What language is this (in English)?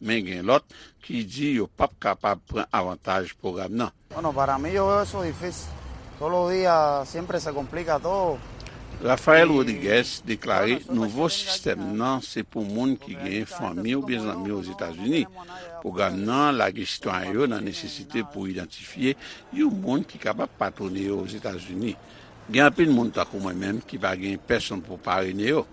Haitian Creole